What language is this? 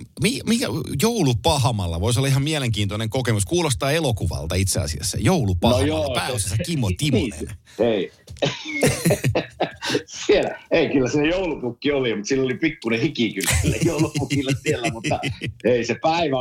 Finnish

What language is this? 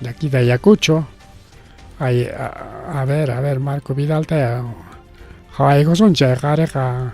Ayacucho Quechua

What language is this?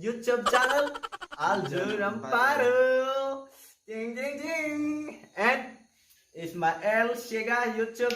Cebuano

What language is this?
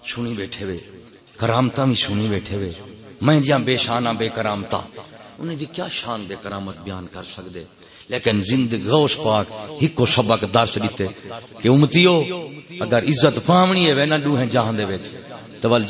Saraiki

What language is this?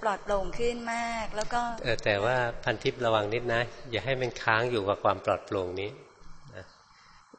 Thai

